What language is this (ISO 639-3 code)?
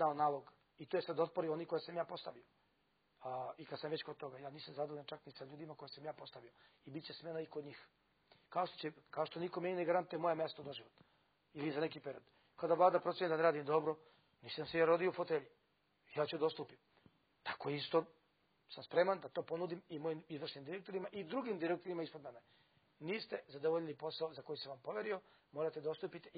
srp